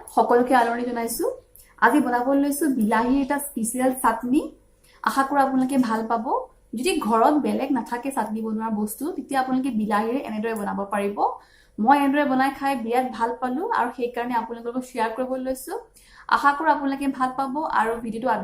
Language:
Assamese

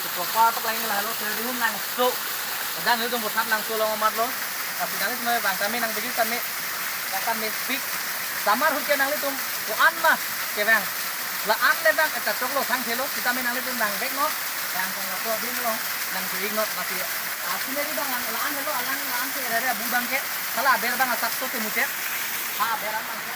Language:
Karbi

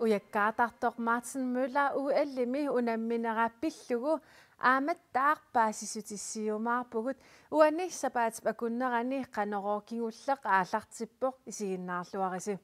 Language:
Kalaallisut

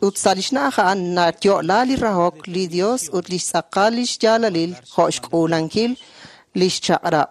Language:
Kekchí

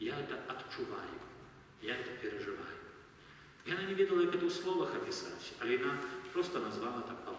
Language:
Belarusian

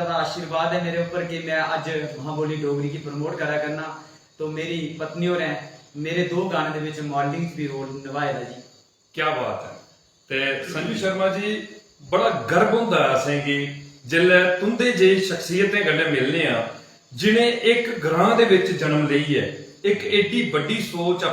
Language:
Dogri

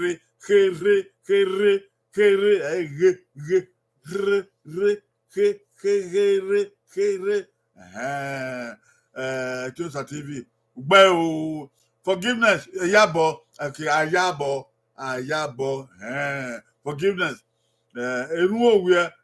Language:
Bini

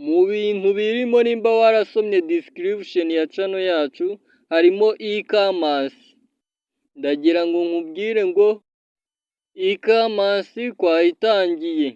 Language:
Kinyarwanda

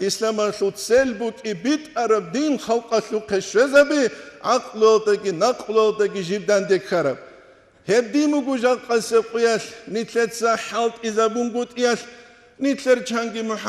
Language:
Avaric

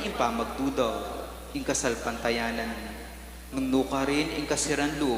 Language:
Pampanga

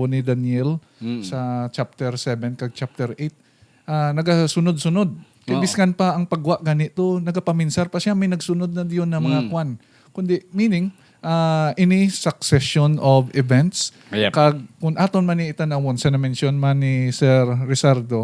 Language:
Hiligaynon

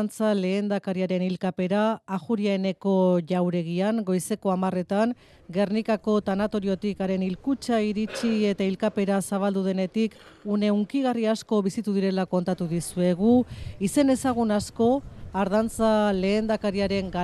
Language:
Basque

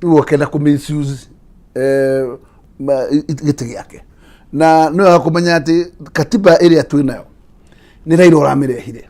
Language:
Kikuyu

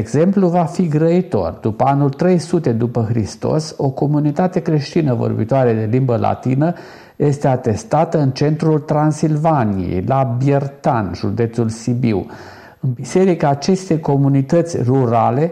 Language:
Romanian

